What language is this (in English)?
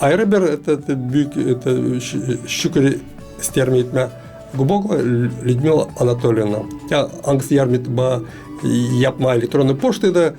Gagauz